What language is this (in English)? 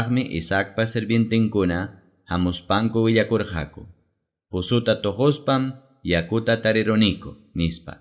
Ayacucho Quechua